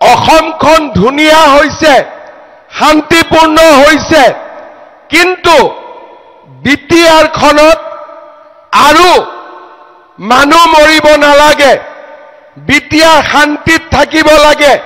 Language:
Assamese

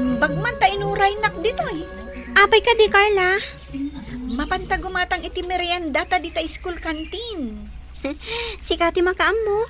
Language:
Iloko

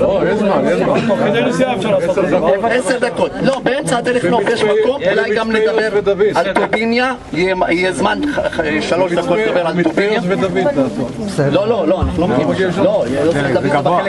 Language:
Hebrew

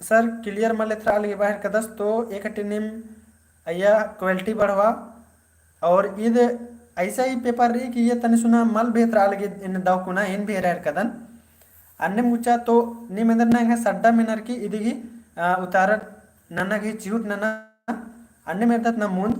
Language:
Kurukh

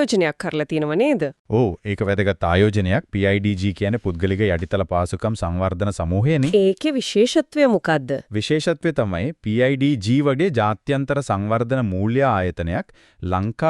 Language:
Sinhala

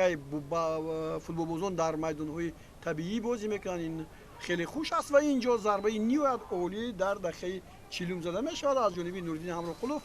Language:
Tajik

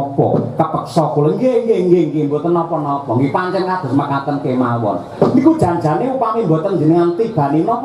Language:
Javanese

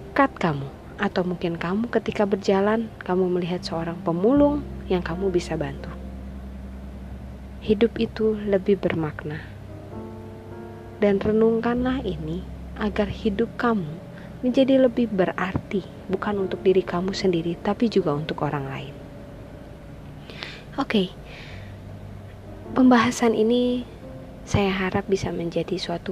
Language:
Indonesian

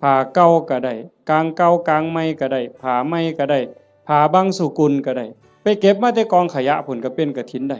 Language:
Northeastern Thai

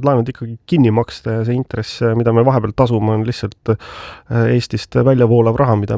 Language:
Estonian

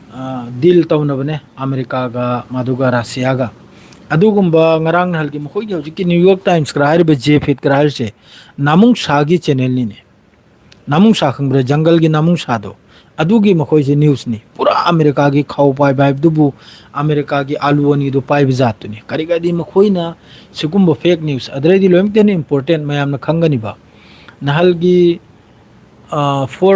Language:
Manipuri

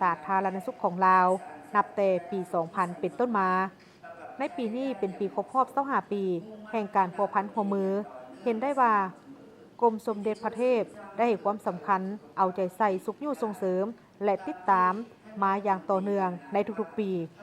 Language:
Lao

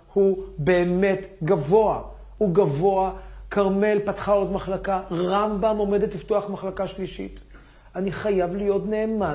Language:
Hebrew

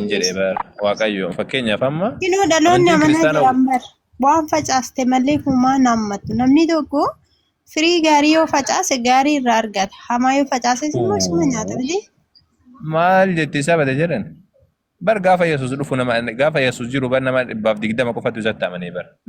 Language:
Oromo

